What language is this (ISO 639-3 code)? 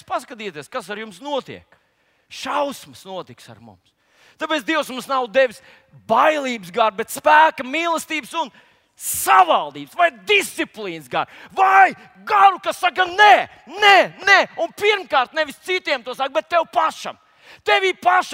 lav